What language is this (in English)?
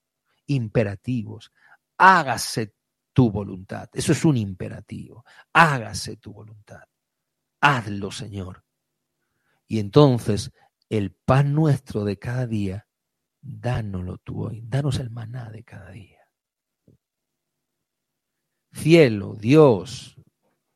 Spanish